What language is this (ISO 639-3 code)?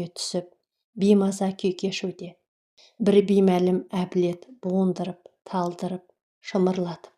kaz